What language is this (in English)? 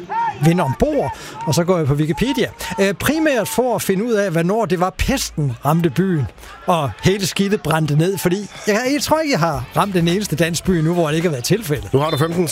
Danish